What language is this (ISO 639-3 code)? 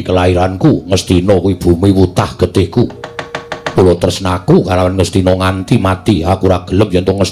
jav